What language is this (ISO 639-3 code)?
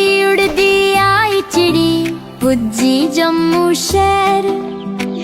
doi